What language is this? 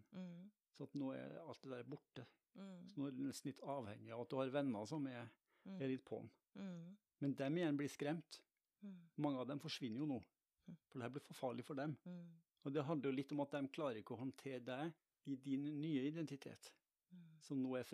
Norwegian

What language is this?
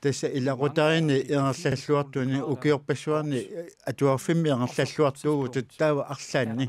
Kalaallisut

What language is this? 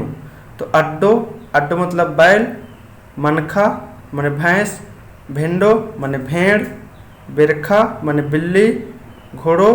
Kurukh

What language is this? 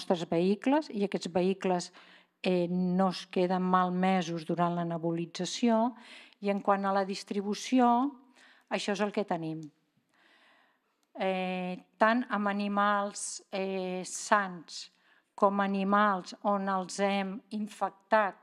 Catalan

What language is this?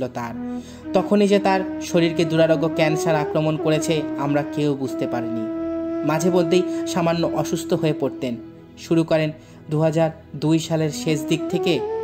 Bangla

